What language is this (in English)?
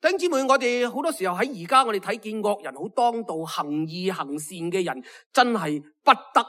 Cantonese